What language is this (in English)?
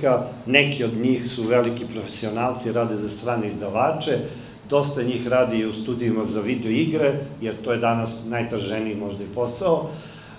Serbian